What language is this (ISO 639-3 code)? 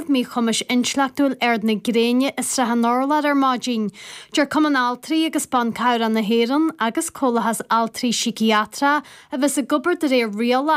gle